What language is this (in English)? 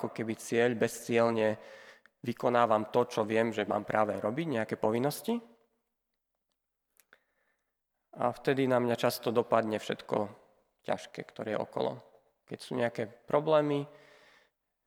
Slovak